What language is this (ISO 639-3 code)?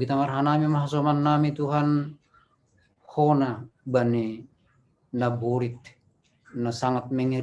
bts